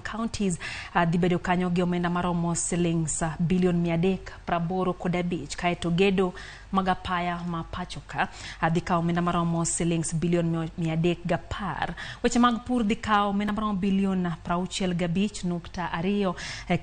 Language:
Luo (Kenya and Tanzania)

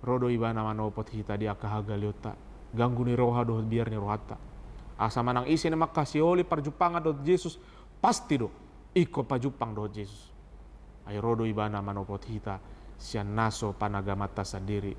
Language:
Batak Toba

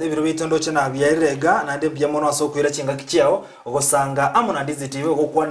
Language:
Gusii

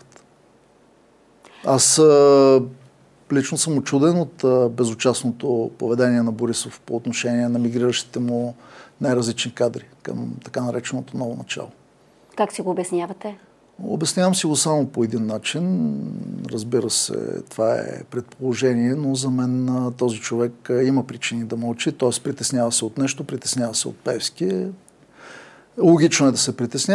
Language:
Bulgarian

